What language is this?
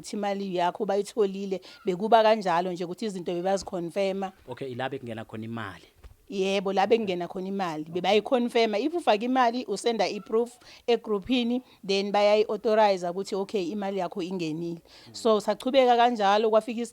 Zulu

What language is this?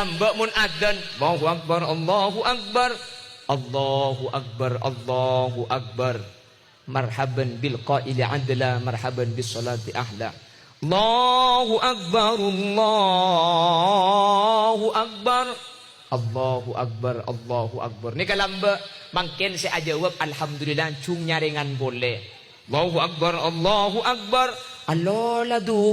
Madurese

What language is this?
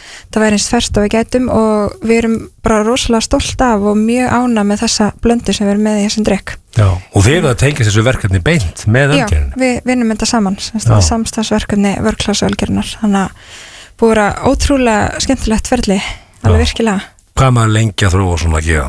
Icelandic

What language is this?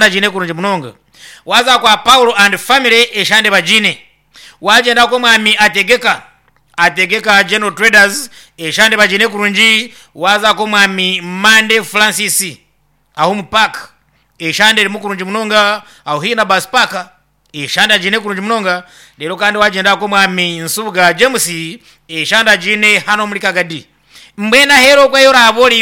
Nyankole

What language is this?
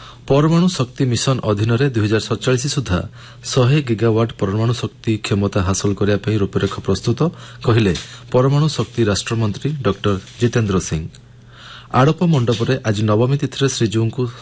Odia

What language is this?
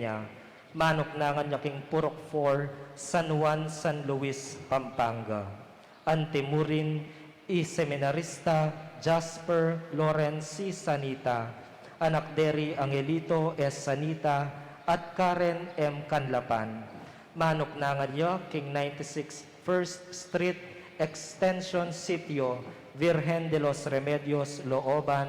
Pampanga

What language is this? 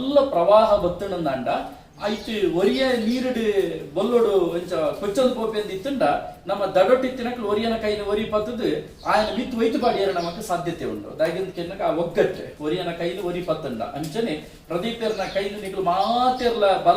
Tulu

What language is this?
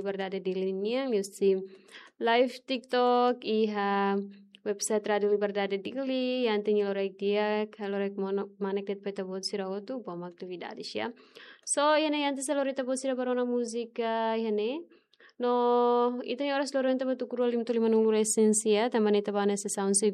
Tetum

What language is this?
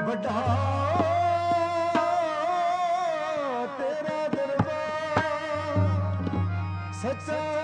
Punjabi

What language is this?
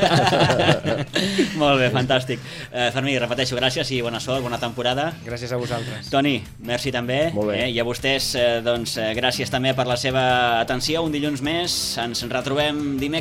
Catalan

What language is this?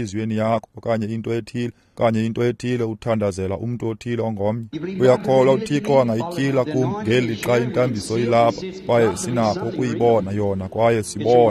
Xhosa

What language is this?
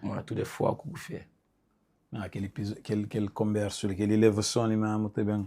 Kabuverdianu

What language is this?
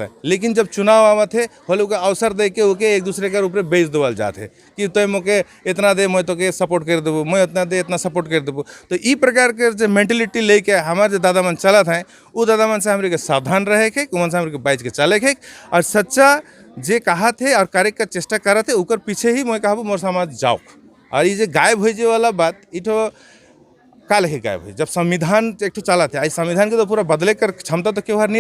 Sadri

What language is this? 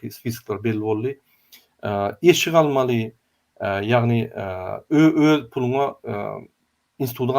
Turkmen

